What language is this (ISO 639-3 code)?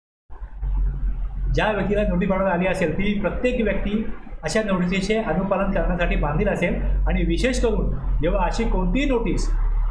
mar